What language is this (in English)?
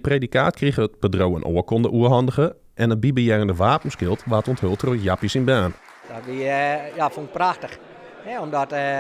Western Frisian